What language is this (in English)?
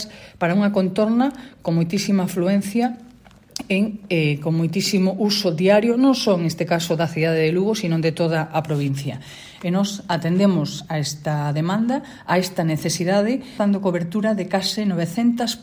Galician